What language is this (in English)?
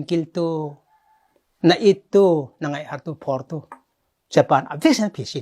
Falam Chin